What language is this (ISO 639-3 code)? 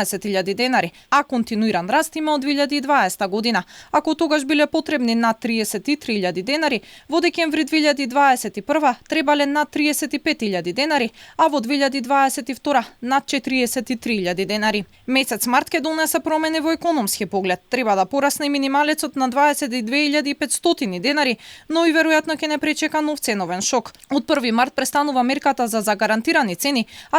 mkd